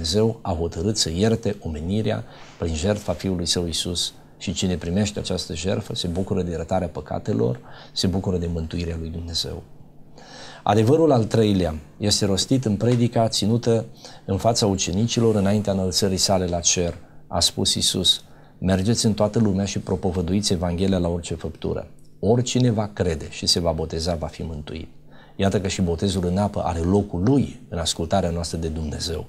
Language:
Romanian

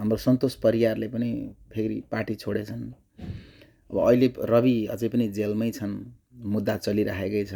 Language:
Nepali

